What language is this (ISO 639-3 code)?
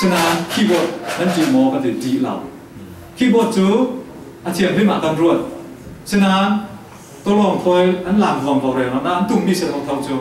cfm